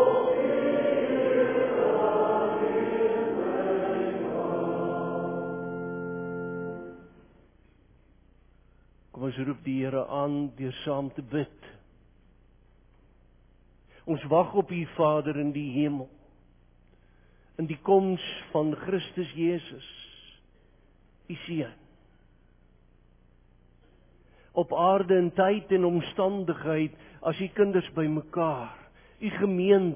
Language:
Afrikaans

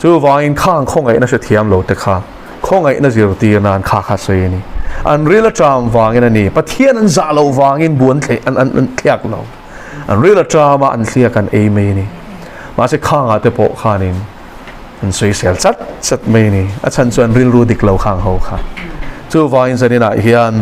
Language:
Mizo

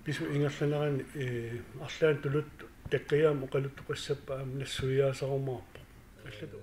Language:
Kalaallisut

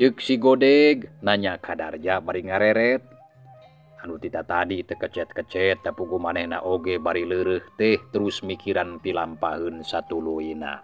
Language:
Sundanese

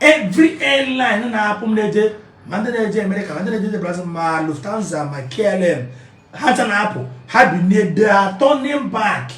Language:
Igbo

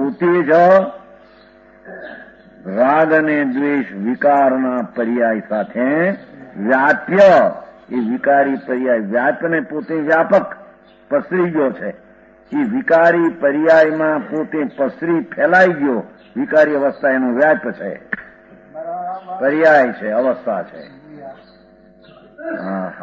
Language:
Gujarati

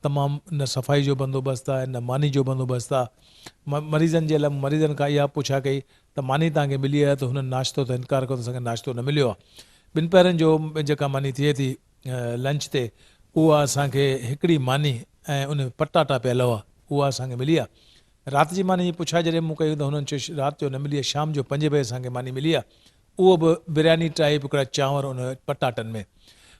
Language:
Sindhi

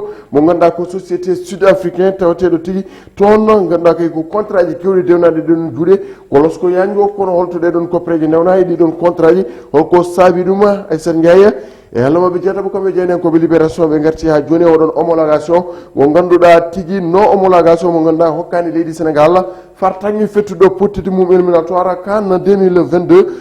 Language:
Fula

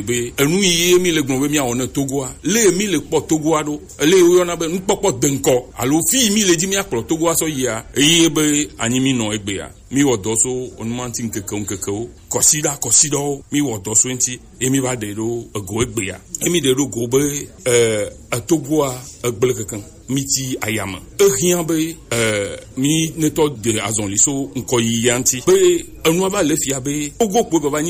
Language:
Gen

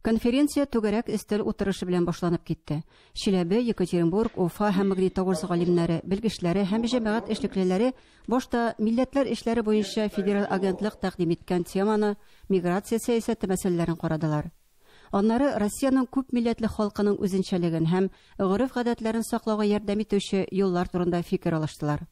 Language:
Tatar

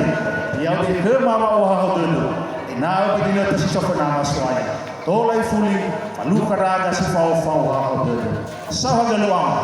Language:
Nias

